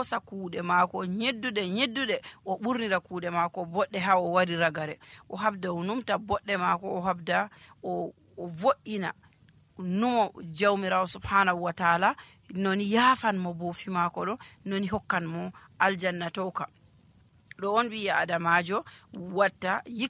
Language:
Nigerian Fulfulde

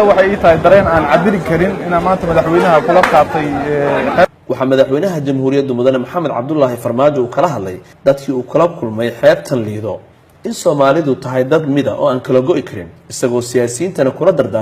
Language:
Somali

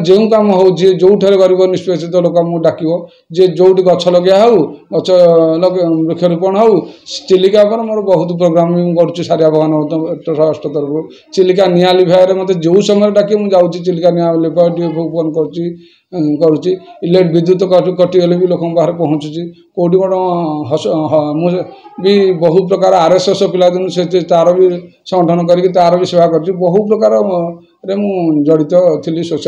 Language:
Odia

